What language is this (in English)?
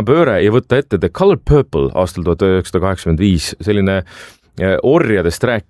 Estonian